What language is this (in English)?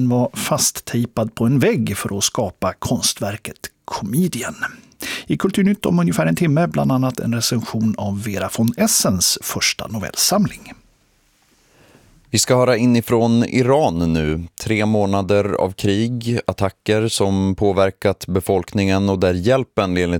Swedish